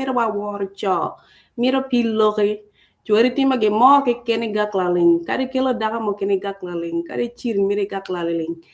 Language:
Acoli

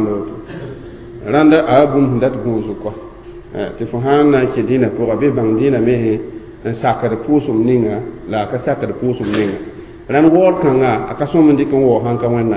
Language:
Mossi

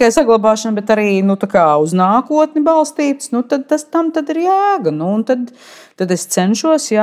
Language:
Latvian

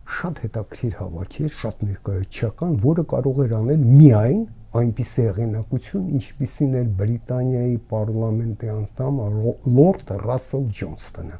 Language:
Armenian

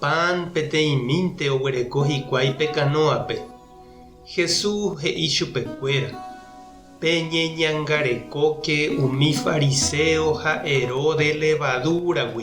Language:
Guarani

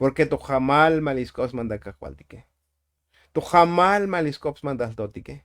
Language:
Tzotzil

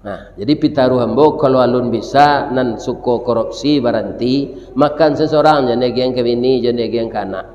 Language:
Minangkabau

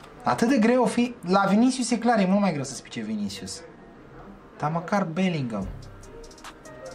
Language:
Romanian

